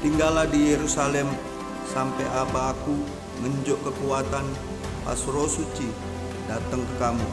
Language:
Musi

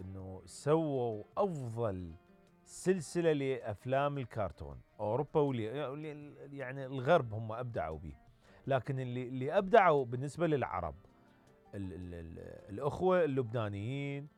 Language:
Mesopotamian Arabic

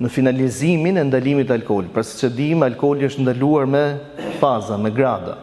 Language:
Albanian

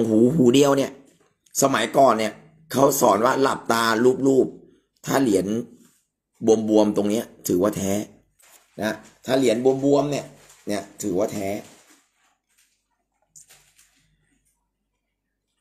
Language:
Thai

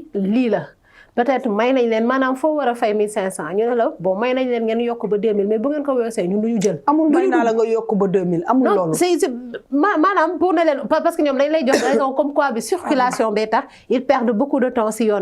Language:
Wolof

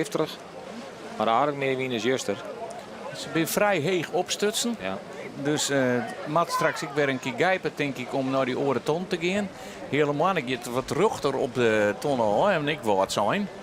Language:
Western Frisian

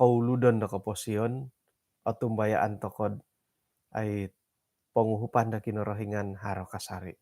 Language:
Central Dusun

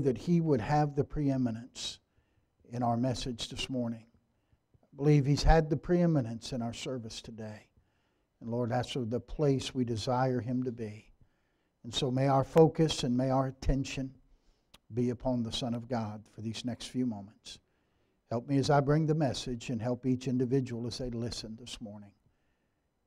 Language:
English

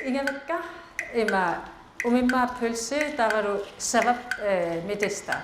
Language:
Kalaallisut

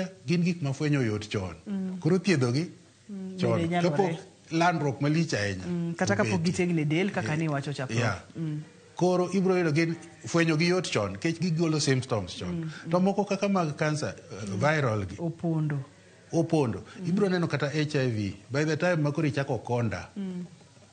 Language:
Luo (Kenya and Tanzania)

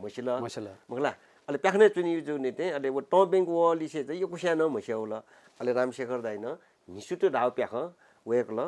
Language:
Newari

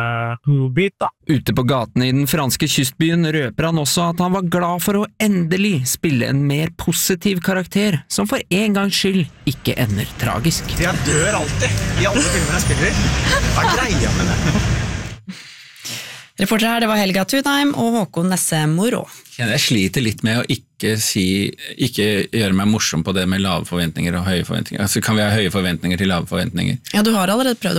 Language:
Norwegian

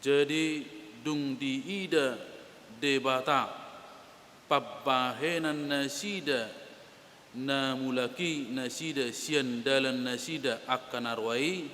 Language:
Batak Toba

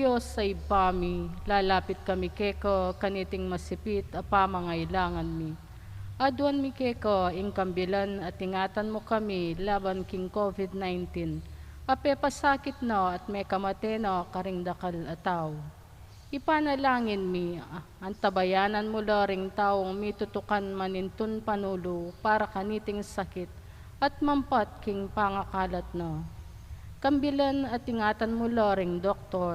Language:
Pampanga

